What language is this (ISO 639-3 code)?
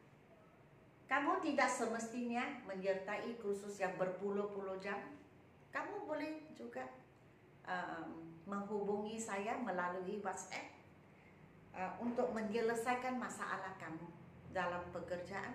msa